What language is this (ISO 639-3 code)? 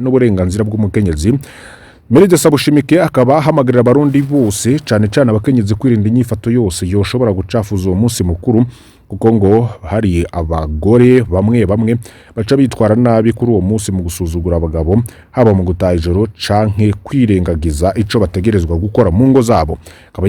run